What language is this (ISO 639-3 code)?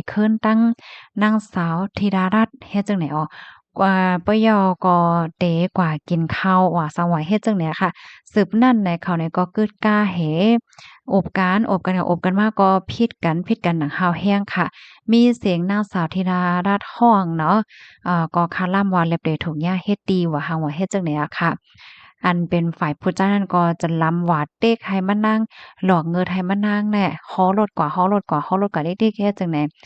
shn